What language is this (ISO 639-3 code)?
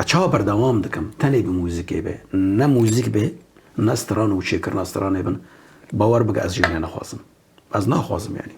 kur